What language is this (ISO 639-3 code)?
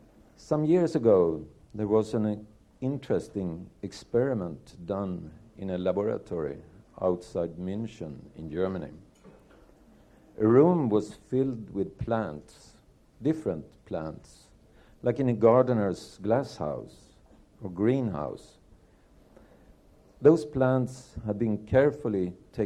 eng